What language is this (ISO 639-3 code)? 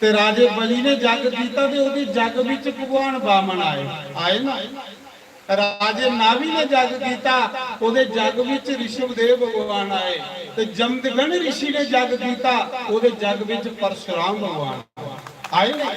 doi